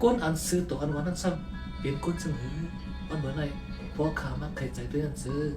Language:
Shan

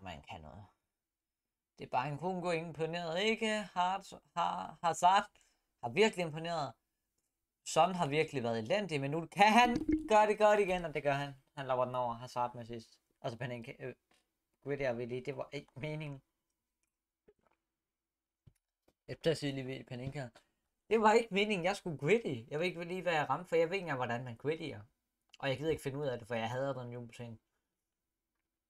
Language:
Danish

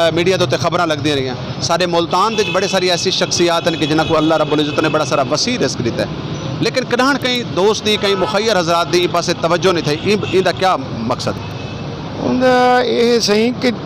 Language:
Saraiki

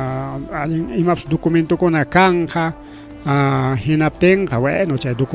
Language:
Ayacucho Quechua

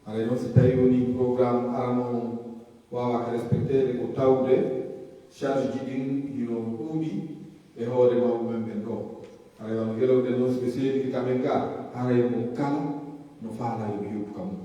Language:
Pular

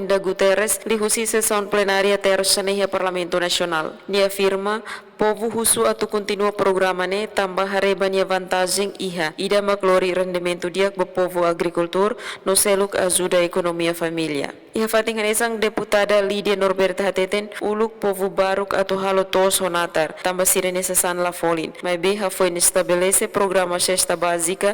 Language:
Tetum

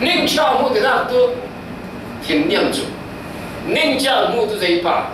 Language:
Falam Chin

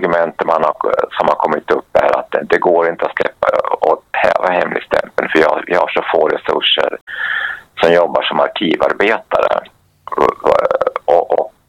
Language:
Swedish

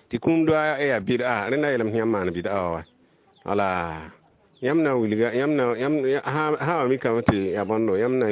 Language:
Mossi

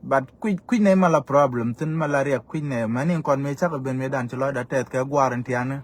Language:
Nuer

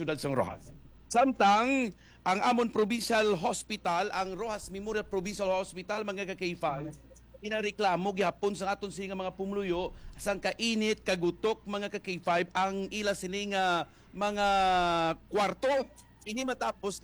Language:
Hiligaynon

